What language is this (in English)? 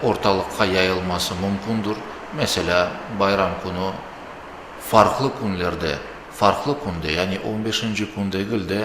Crimean Tatar